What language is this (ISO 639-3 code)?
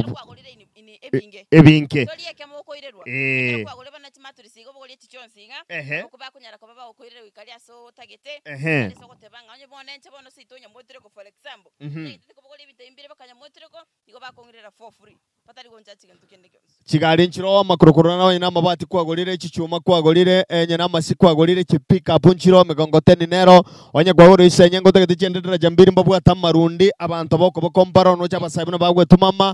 guz